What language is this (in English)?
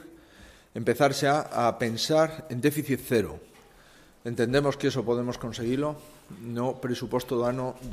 Galician